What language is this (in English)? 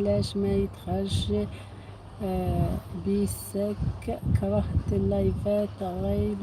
Algerian Arabic